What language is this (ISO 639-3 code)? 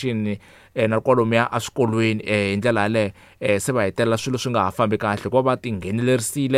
tso